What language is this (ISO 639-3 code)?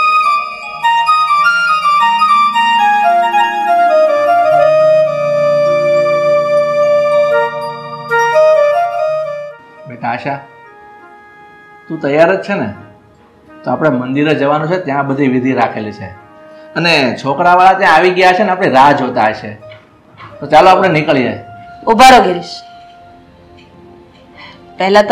guj